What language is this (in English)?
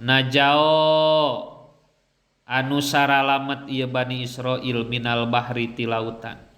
Sundanese